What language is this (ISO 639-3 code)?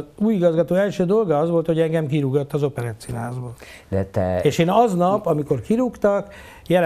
hun